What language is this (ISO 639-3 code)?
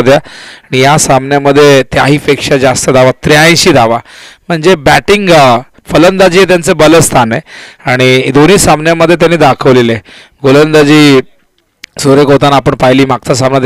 mar